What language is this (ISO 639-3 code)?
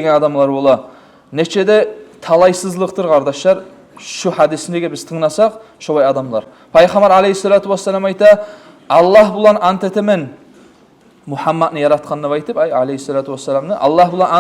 kum